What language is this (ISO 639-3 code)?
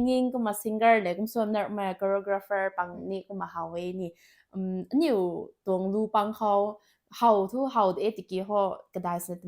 nbu